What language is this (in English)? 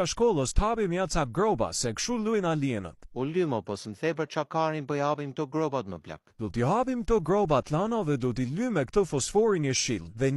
Albanian